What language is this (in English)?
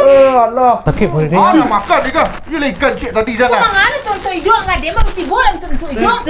Minangkabau